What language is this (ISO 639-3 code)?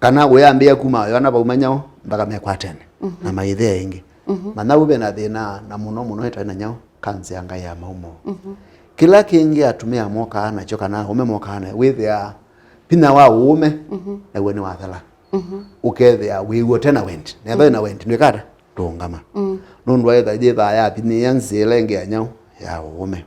kam